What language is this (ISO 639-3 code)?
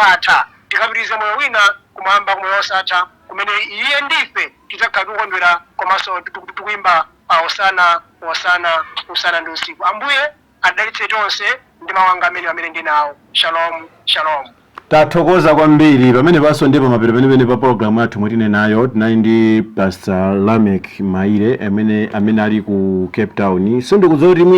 nya